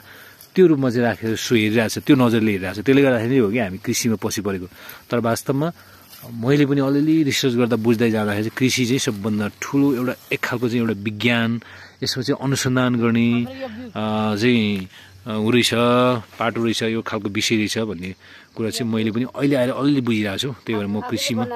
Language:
Nepali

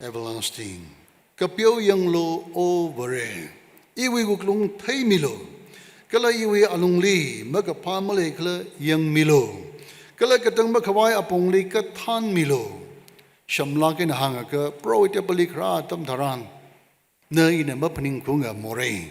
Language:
Tangkhul Naga (India)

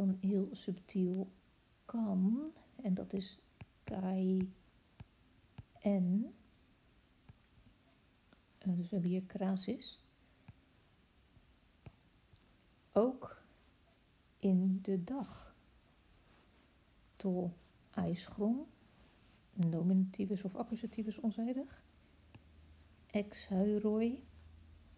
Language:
Dutch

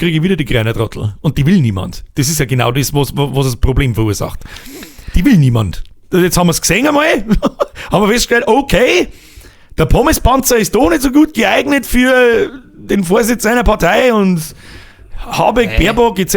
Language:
Bavarian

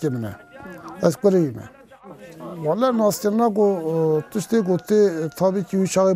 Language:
Kurdish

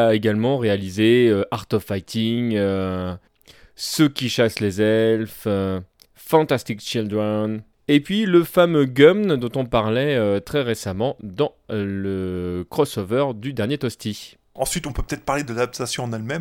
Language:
French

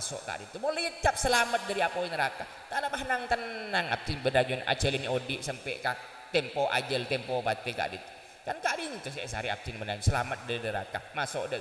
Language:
Madurese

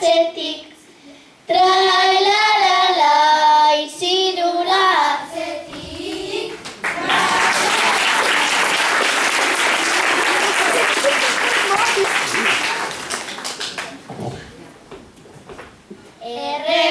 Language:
Basque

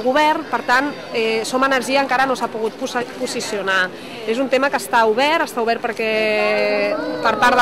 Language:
Catalan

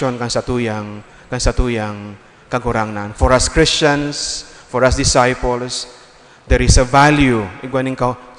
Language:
Bikol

